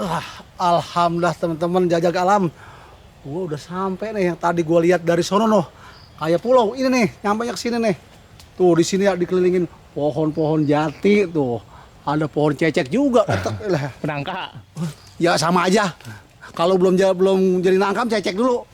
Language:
Betawi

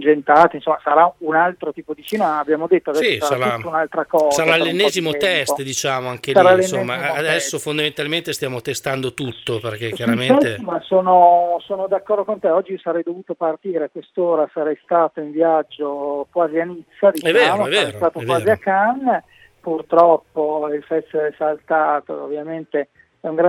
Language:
Italian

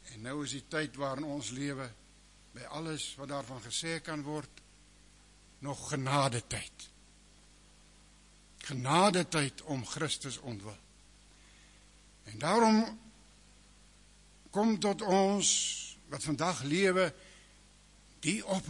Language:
Afrikaans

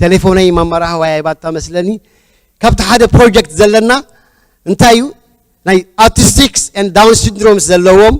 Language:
Tigrinya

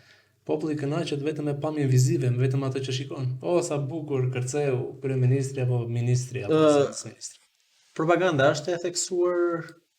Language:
Albanian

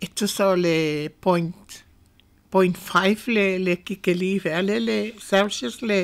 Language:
Samoan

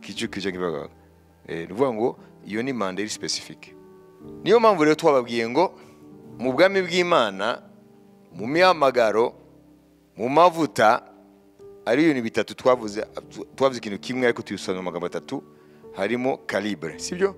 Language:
Kinyarwanda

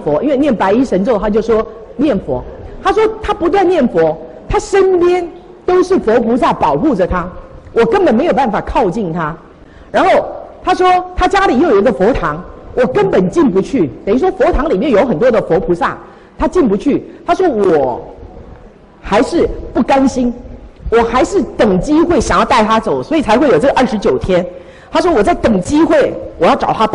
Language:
Chinese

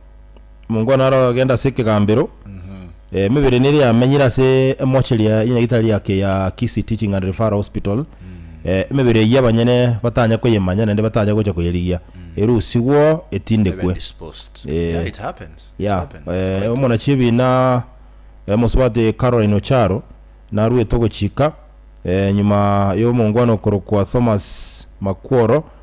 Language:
Gusii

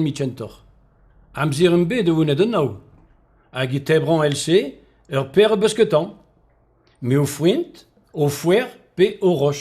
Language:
Breton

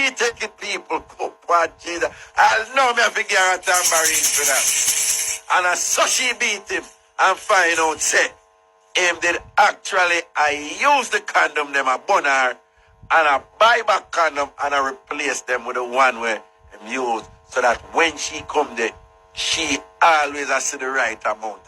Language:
Jamaican Creole English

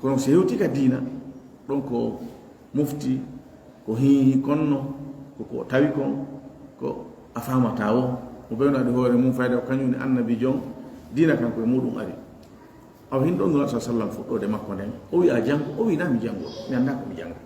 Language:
Fula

